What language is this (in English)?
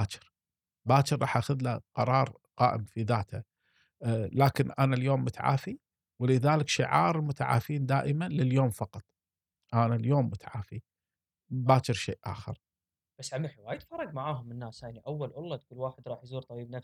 Gulf Arabic